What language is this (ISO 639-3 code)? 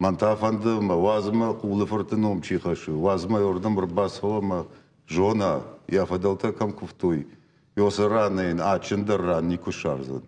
oss